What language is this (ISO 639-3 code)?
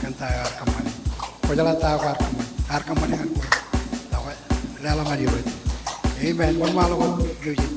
mah